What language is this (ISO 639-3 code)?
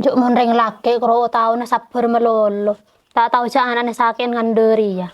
mad